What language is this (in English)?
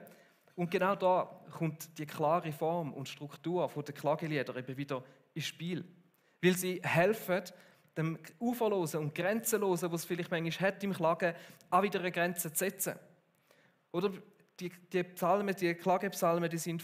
Swiss German